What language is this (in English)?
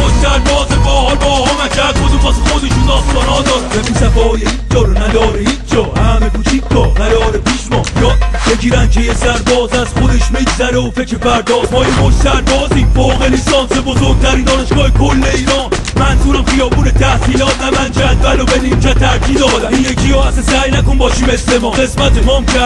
Persian